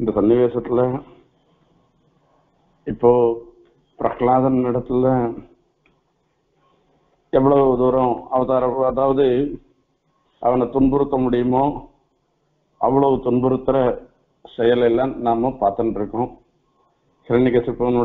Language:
Tamil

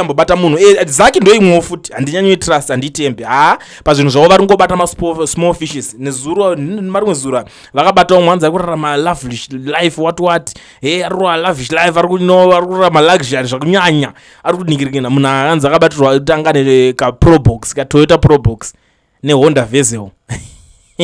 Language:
Shona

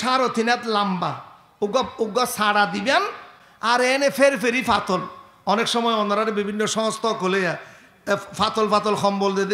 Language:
Rohingya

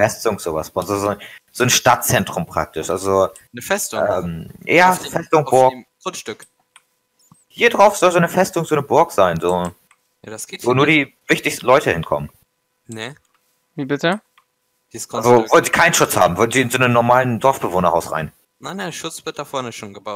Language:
German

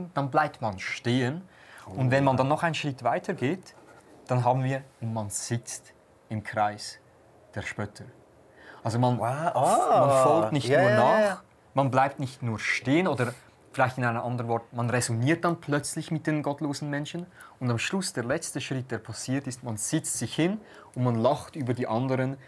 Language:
Swiss German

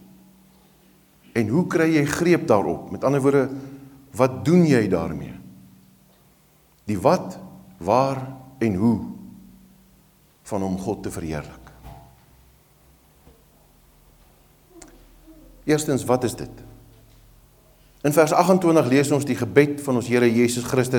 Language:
Afrikaans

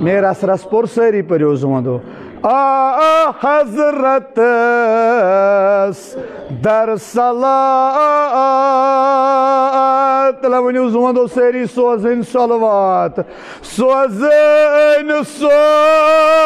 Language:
Kashmiri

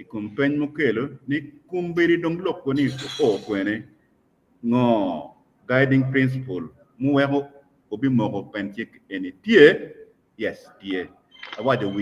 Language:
Acoli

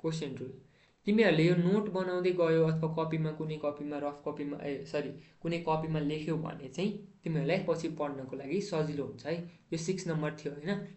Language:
Nepali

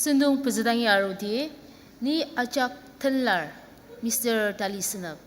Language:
Ao Naga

